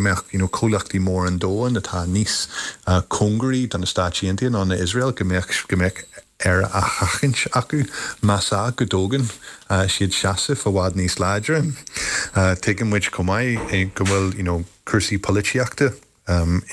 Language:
Irish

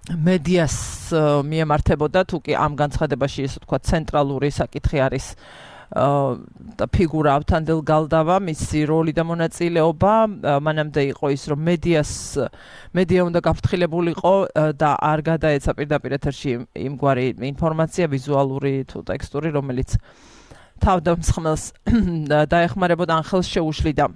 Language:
Georgian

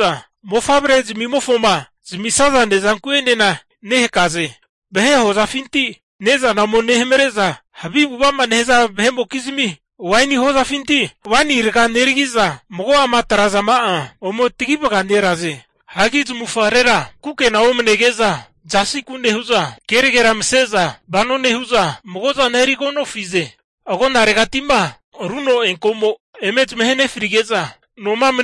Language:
Swahili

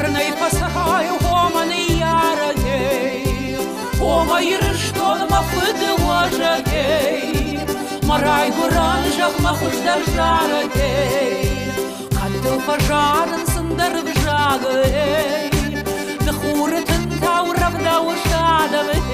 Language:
Ossetic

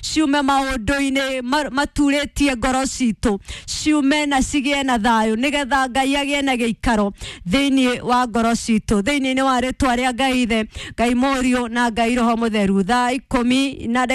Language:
Kikuyu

